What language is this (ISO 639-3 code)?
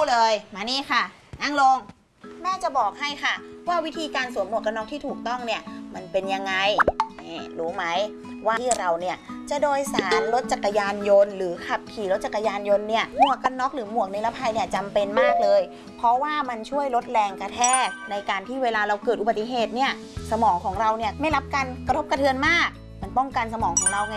tha